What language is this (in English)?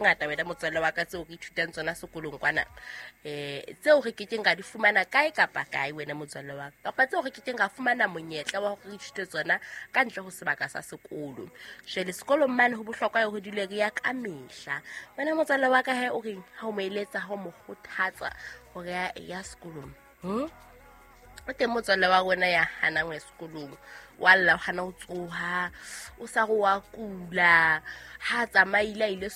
Southern Sotho